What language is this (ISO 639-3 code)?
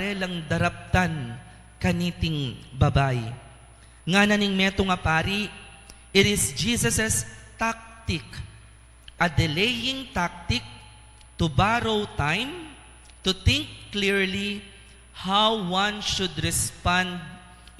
pam